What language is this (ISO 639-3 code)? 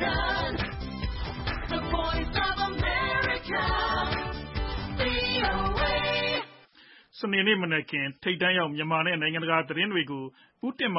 mya